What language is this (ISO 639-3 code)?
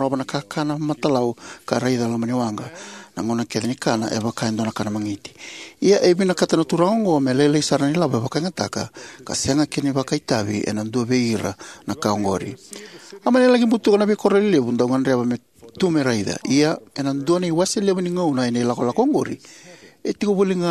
fij